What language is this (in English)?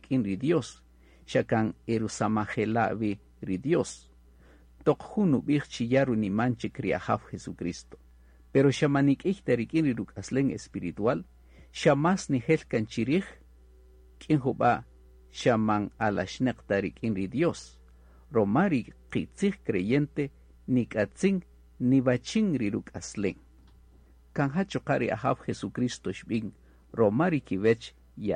Kaqchikel